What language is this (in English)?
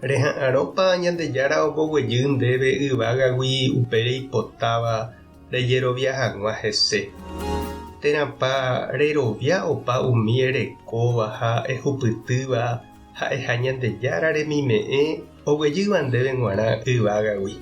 Guarani